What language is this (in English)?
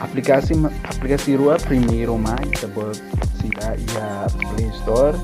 Tetum